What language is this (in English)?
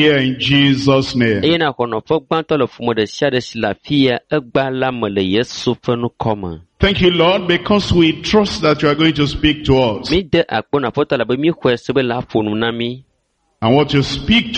Ewe